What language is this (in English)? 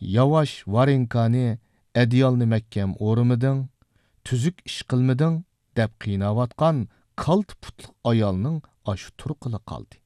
Uyghur